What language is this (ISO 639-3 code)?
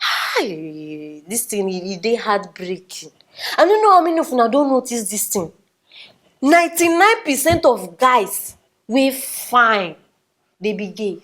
pcm